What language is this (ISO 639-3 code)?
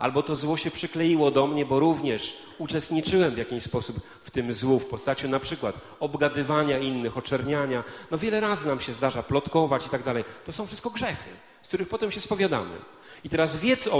pol